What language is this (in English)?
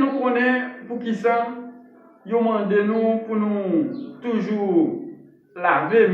Haitian Creole